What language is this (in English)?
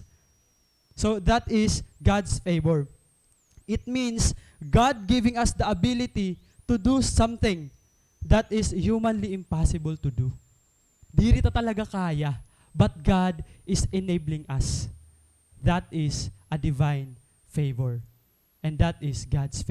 Waray